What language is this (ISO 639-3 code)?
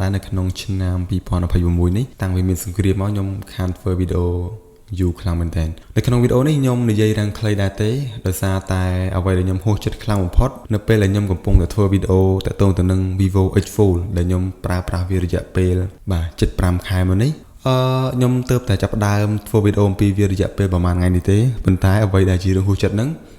khm